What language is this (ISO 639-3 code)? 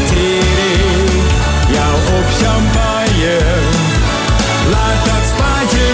nld